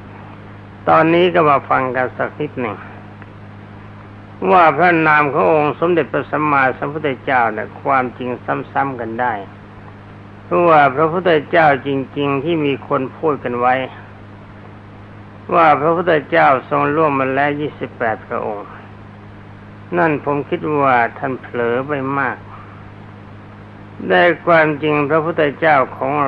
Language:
Thai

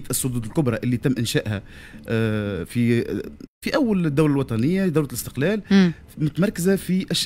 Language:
Tunisian Arabic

